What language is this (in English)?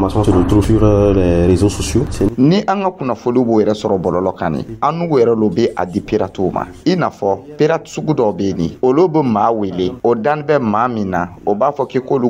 Dyula